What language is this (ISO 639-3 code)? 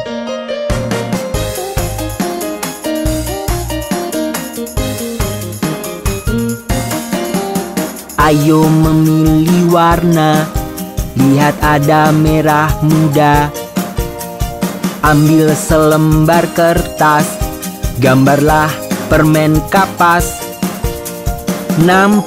ind